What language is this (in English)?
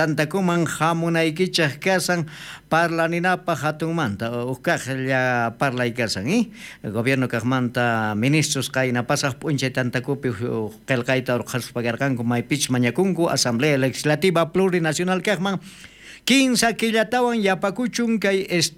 South Bolivian Quechua